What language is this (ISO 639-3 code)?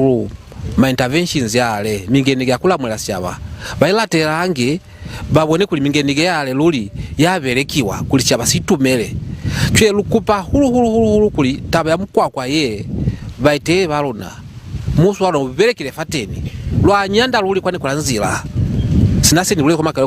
loz